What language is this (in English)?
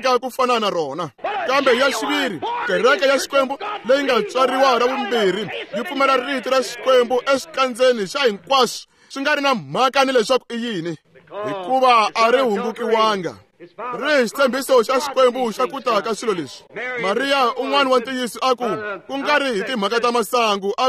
Tsonga